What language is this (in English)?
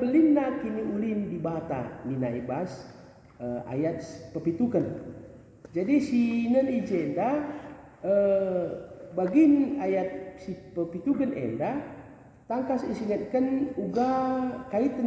Batak Karo